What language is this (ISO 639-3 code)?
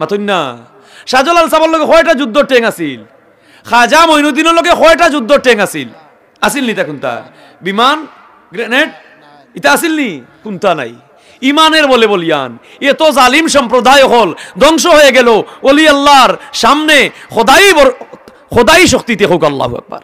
syl